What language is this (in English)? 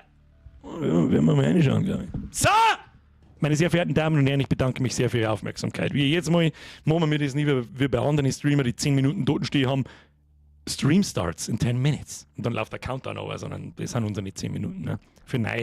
Bavarian